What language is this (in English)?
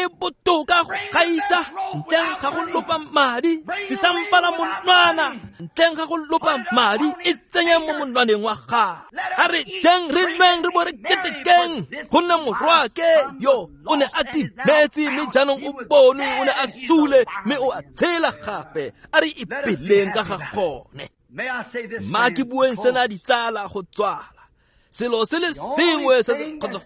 Tswana